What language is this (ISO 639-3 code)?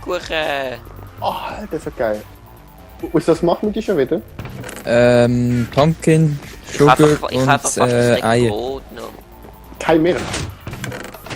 gsw